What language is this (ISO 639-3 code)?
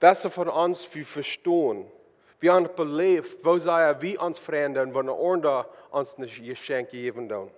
pdt